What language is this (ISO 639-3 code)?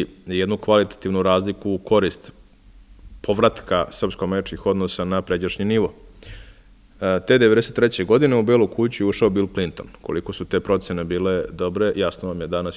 srp